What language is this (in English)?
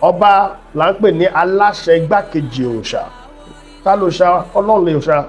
Yoruba